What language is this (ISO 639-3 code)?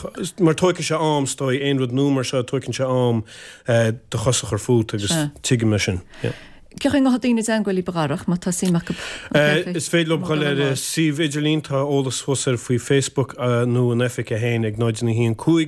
gle